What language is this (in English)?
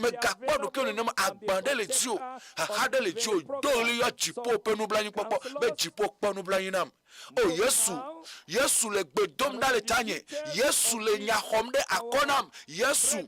Ewe